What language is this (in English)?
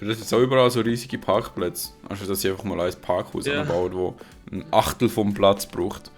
Swiss German